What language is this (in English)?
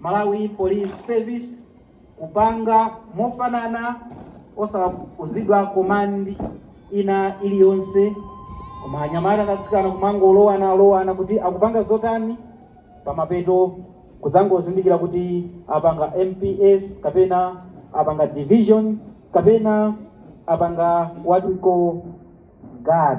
Nyanja